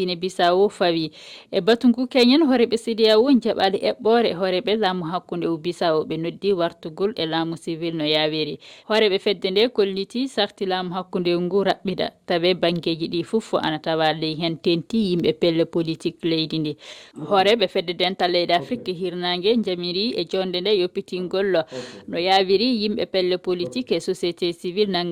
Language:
Fula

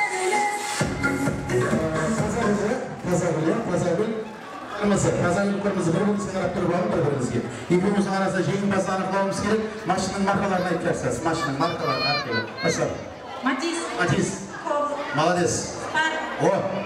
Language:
Kara-Kalpak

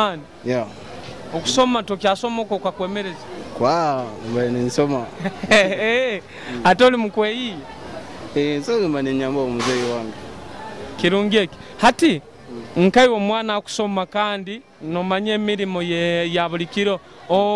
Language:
Nyoro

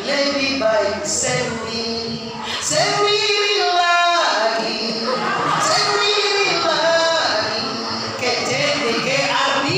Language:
Minangkabau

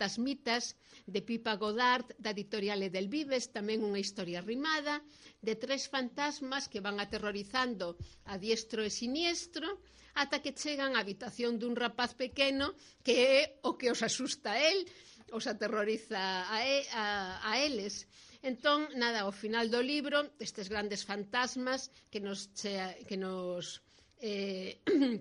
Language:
Galician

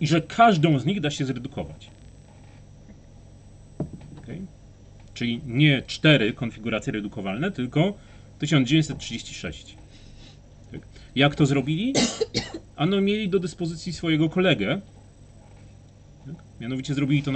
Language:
Polish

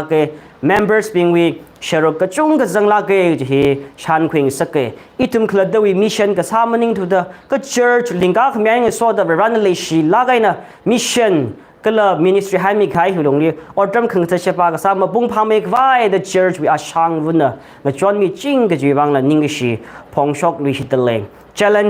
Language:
Tangkhul Naga (India)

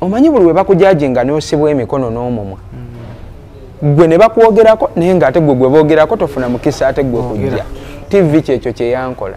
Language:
Ganda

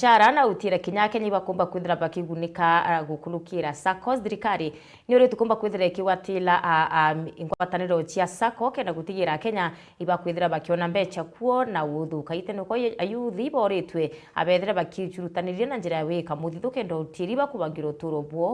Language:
Meru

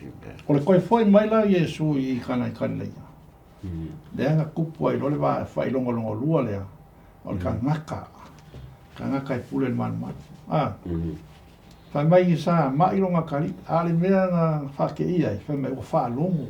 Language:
Samoan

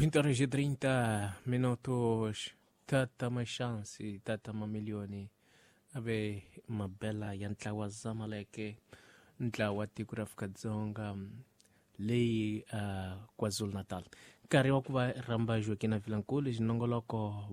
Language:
Tsonga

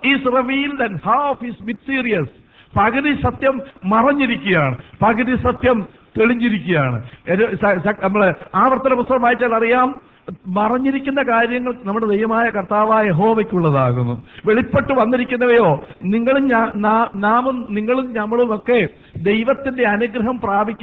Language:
Malayalam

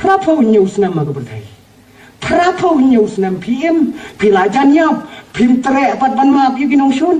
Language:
Khasi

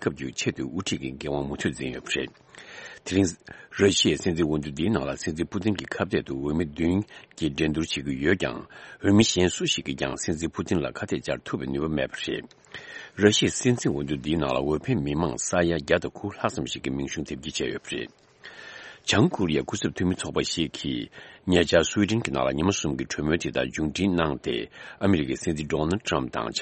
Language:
Tibetan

